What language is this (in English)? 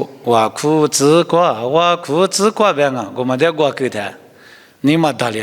Lisu